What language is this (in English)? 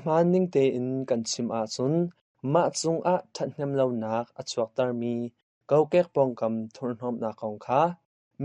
Hakha Chin